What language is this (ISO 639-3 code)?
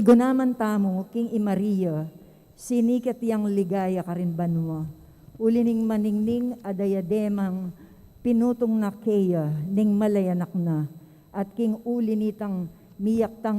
pam